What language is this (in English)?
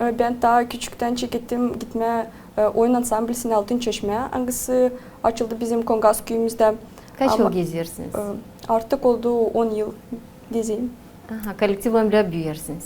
Gagauz